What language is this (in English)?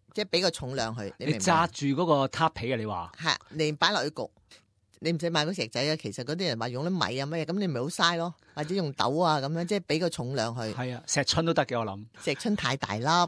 Cantonese